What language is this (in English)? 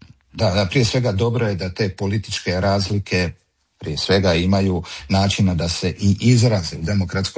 Croatian